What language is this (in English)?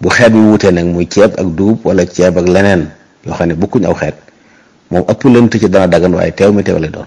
Wolof